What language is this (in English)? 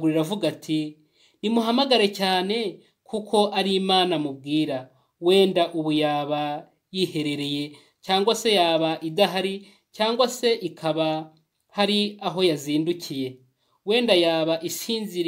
Kinyarwanda